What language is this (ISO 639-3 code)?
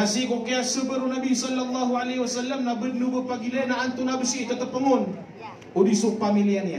mrw